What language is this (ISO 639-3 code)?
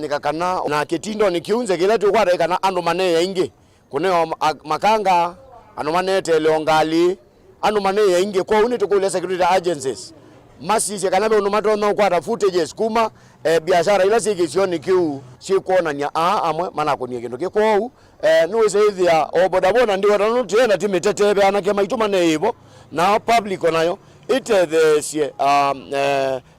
kam